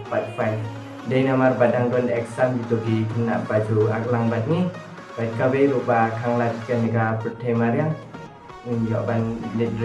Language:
Khasi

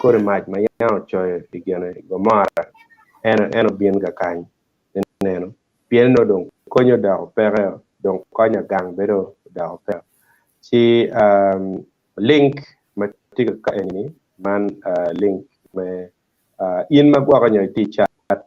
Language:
Acoli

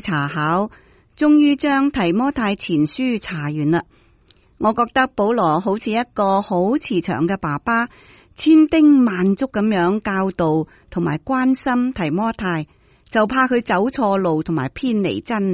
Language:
Cantonese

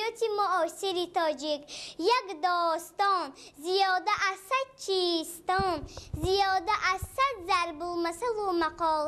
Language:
Tajik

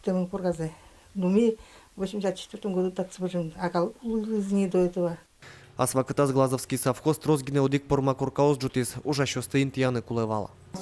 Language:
Udmurt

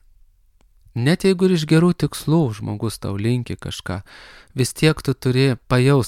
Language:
Lithuanian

